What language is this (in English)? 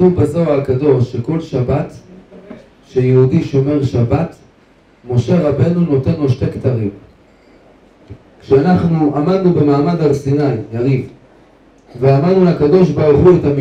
Hebrew